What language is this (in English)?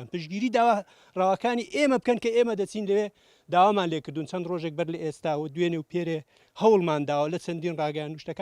Central Kurdish